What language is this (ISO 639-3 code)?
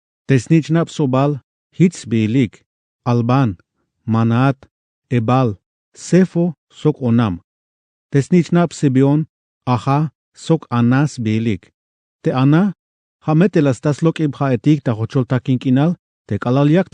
tzh